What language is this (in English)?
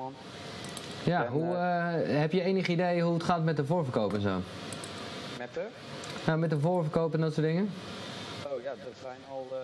Dutch